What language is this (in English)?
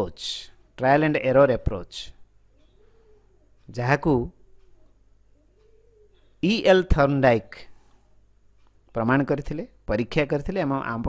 Odia